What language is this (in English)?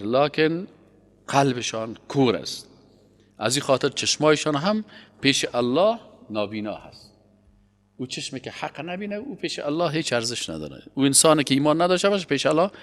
Persian